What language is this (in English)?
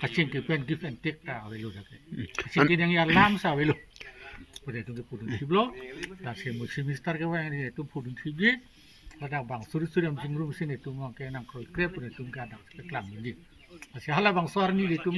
Karbi